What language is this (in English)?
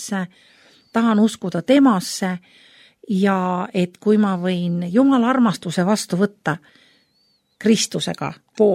Estonian